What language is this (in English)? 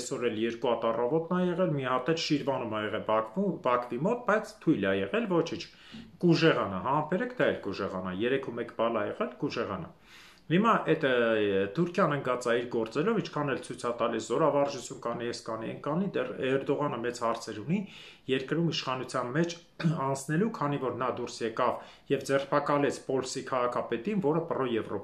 Armenian